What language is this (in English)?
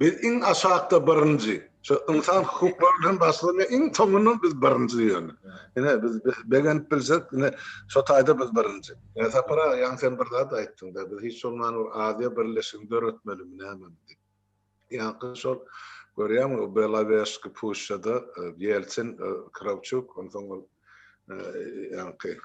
Turkmen